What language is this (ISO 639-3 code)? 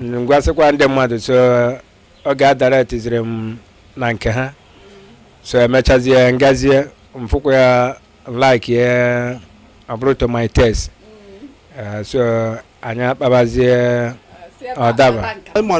ibo